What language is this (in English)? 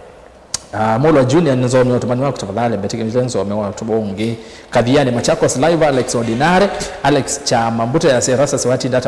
Kamba